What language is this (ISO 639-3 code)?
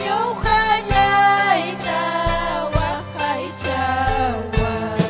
quy